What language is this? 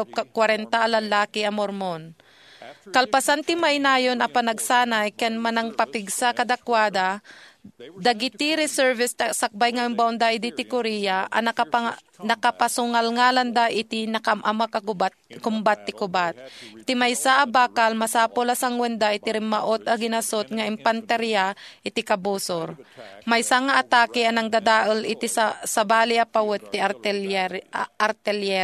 Iloko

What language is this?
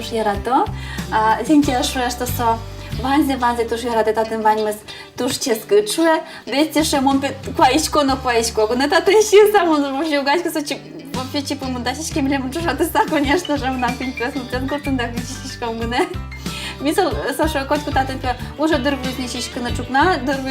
Udmurt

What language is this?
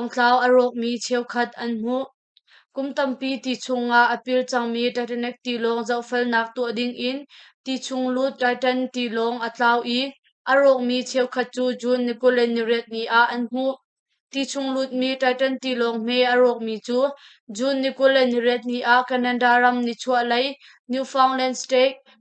Hakha Chin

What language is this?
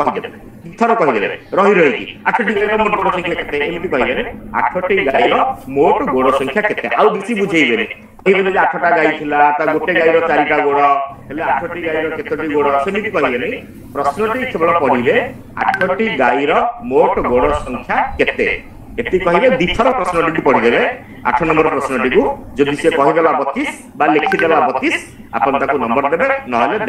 Odia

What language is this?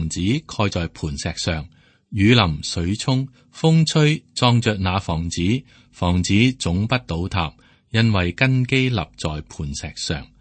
Cantonese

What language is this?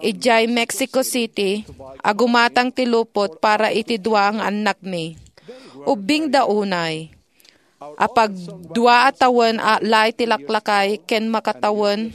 Iloko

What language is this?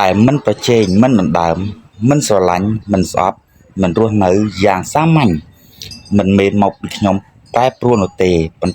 Khmer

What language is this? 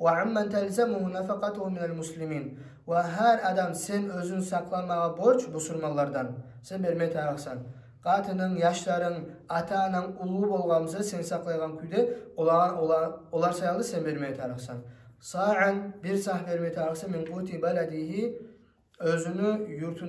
Kumyk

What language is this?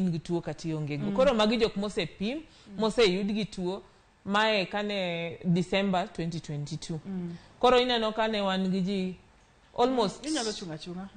Luo (Kenya and Tanzania)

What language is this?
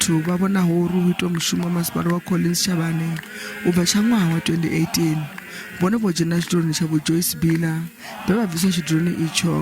Venda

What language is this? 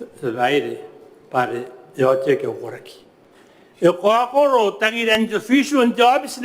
Gilbertese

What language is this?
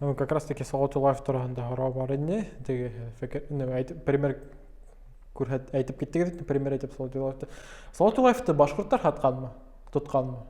Bashkir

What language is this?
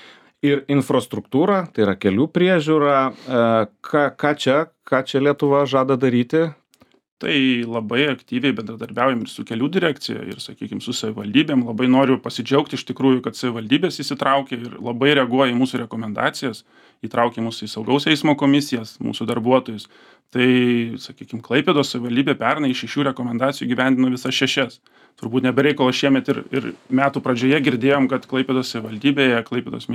Lithuanian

